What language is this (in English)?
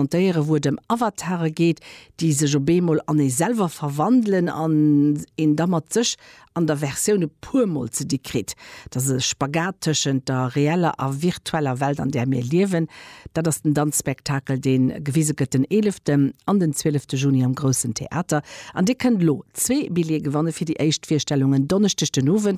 Luxembourgish